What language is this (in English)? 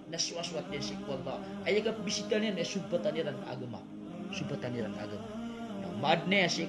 Maranao